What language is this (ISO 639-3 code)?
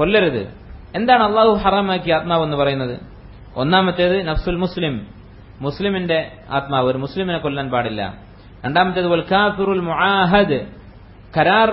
mal